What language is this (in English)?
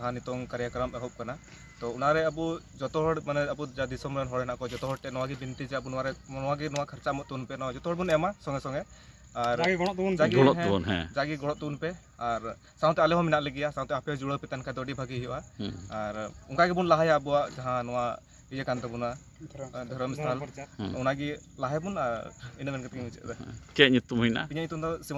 Santali